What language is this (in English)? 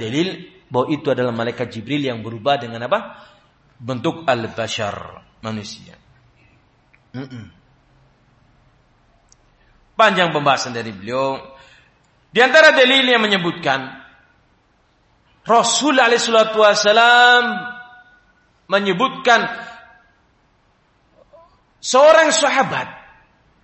Indonesian